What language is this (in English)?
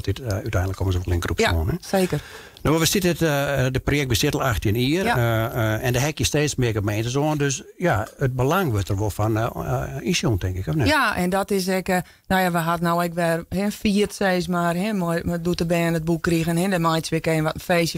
Western Frisian